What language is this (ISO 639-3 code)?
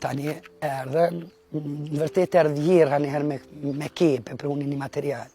sqi